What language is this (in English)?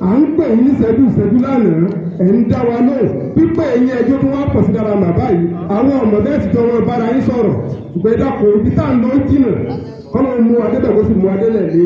Yoruba